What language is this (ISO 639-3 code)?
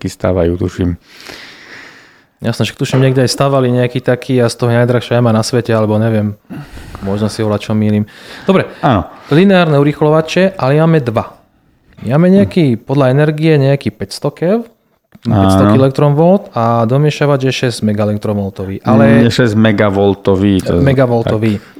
slk